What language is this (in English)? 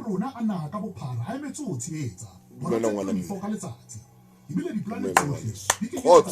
Southern Sotho